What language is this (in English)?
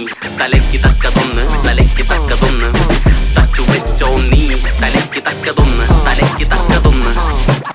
Malayalam